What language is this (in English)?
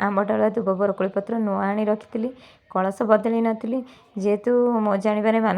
Odia